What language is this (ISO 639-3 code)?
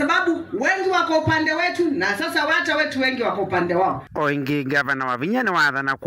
kam